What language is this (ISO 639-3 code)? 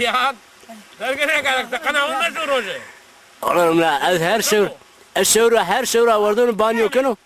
zza